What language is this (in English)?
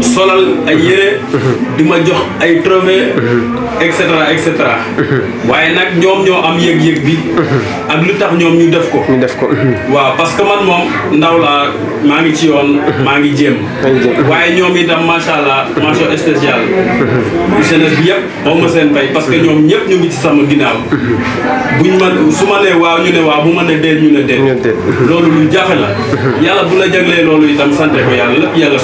Wolof